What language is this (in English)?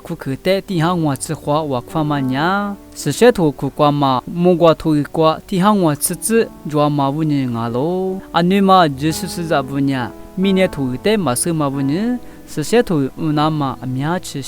Lisu